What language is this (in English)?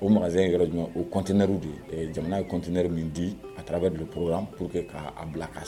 Bambara